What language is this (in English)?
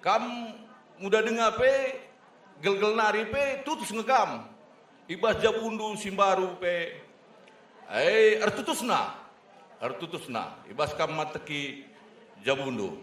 Batak Karo